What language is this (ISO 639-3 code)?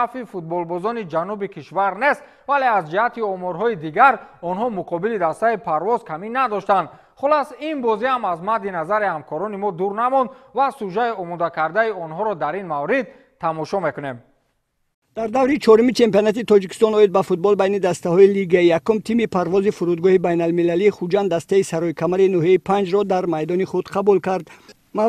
tgk